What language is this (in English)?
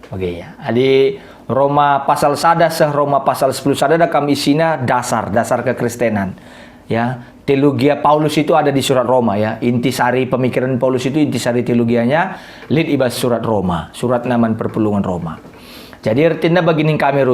Batak Karo